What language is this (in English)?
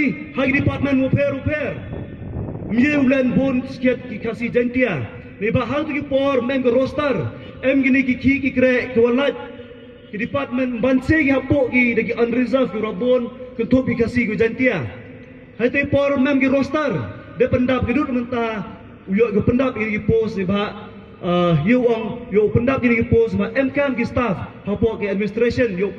Pnar